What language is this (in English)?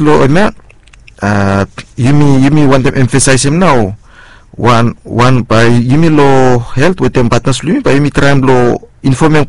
Bislama